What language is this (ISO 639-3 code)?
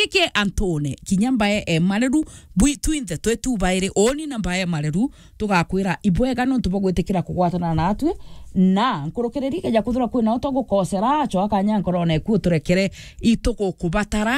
mer